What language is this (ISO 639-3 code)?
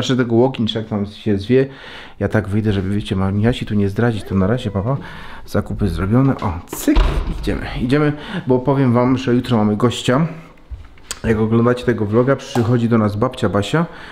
pol